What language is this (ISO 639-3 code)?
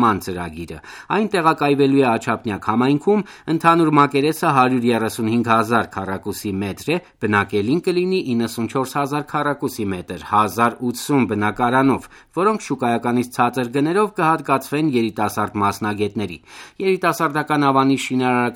hye